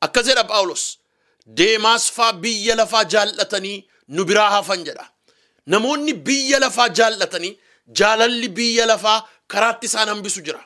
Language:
Oromo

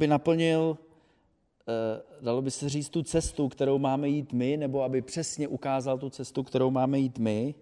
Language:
Czech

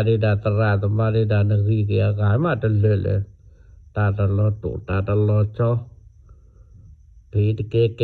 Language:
S'gaw Karen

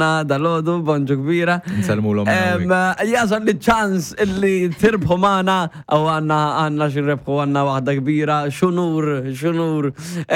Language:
Maltese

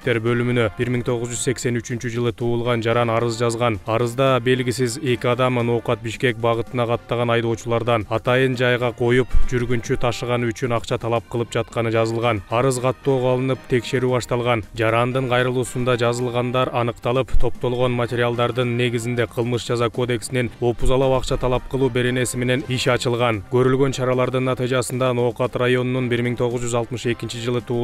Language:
Kyrgyz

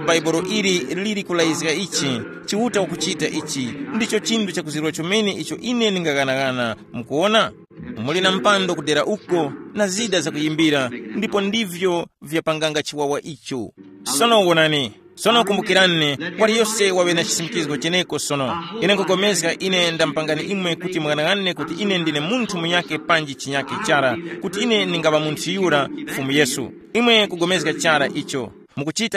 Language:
Tumbuka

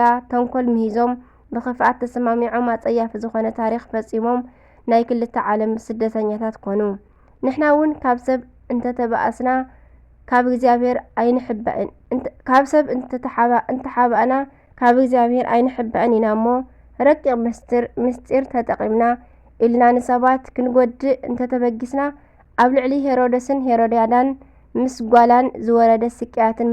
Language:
Tigrinya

